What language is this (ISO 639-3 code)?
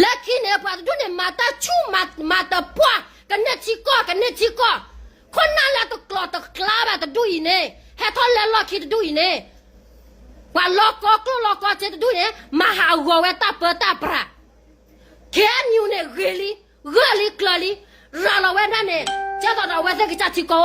ksw